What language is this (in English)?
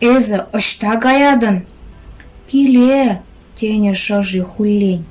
Chuvash